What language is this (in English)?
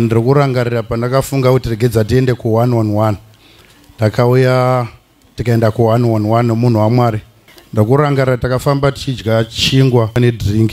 Shona